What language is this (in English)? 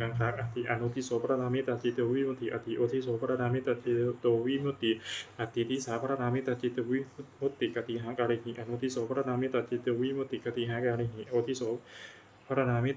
Pali